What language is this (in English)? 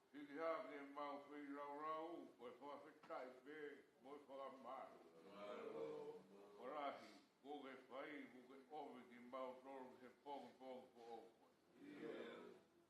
Tongan